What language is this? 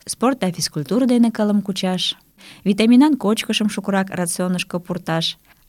Mari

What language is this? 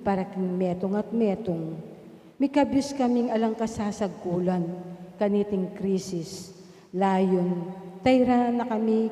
Pampanga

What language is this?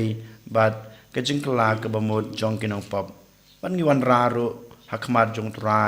Khasi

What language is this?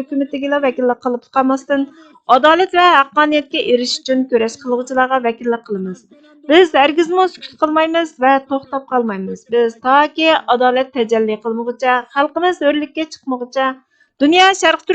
Uyghur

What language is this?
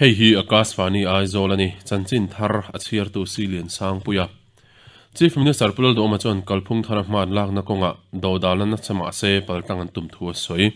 Mizo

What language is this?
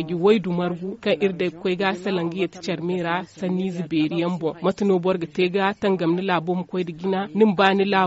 Zarma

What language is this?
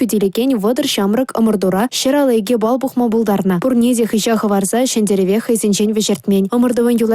Chuvash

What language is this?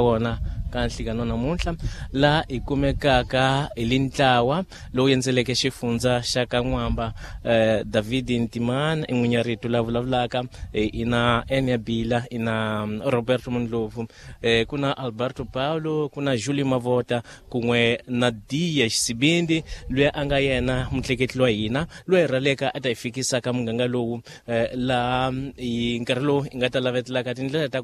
Tsonga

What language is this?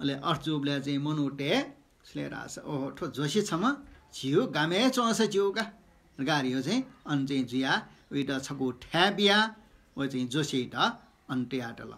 Newari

